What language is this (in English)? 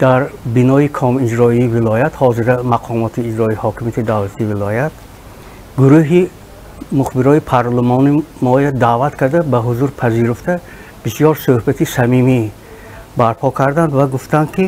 Tajik